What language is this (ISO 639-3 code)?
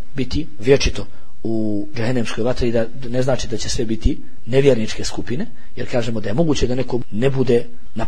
bos